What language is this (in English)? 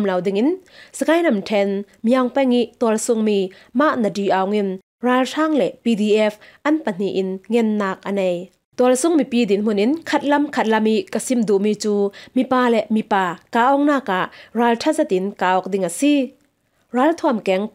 Falam Chin